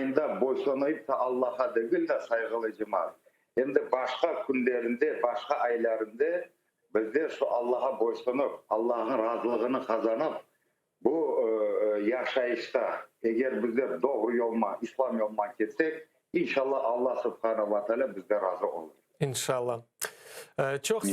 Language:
Crimean Tatar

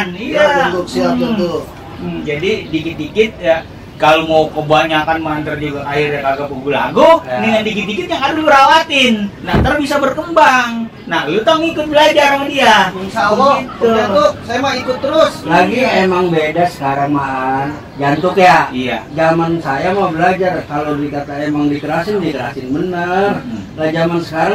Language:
Betawi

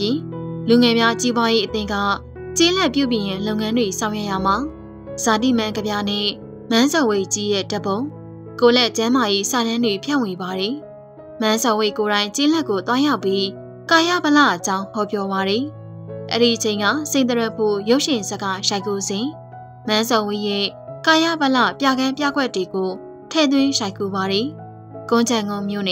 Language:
Burmese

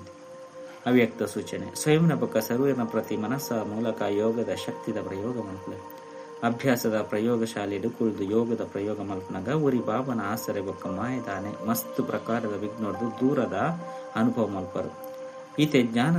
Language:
Tulu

